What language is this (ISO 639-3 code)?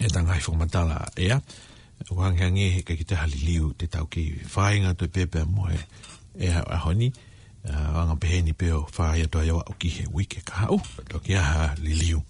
ton